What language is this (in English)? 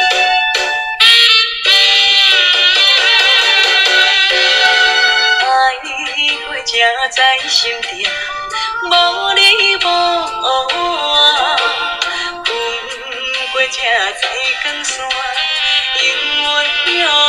Chinese